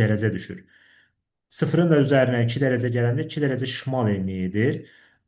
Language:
Azerbaijani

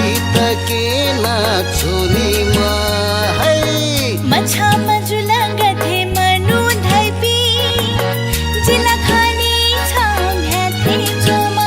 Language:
Newari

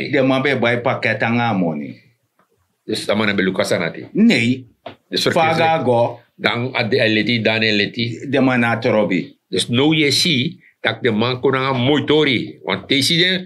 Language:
Sranan Tongo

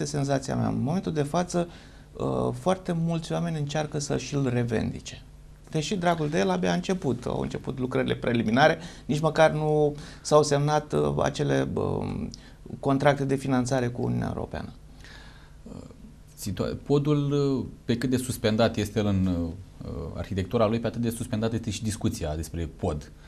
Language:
Romanian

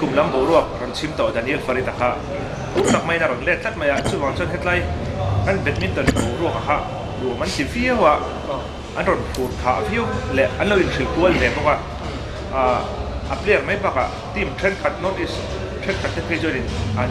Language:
Mizo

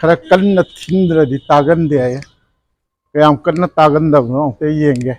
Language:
Manipuri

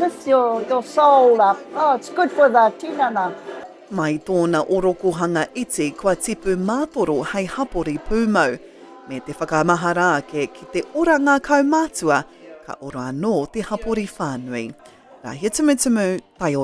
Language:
Māori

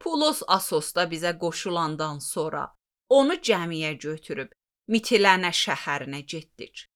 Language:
Azerbaijani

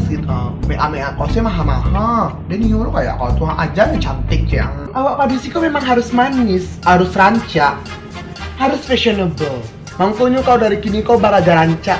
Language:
Minangkabau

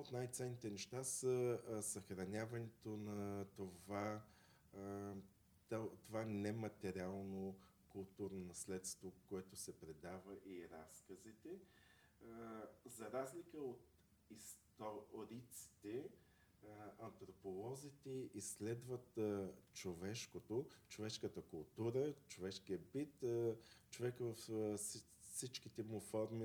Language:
Bulgarian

